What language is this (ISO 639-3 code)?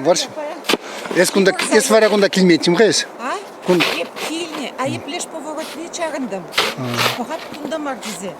chv